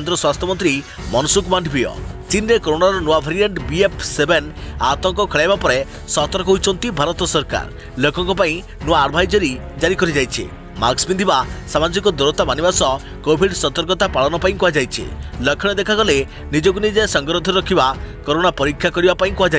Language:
Odia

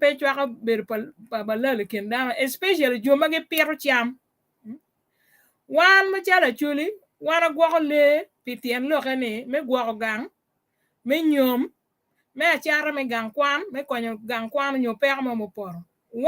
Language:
Acoli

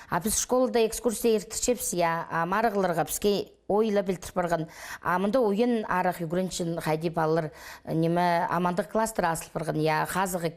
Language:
Khakas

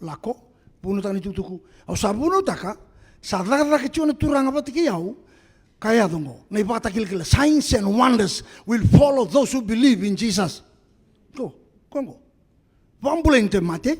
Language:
Fijian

